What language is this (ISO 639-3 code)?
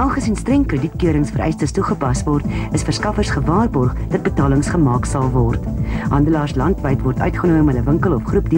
afr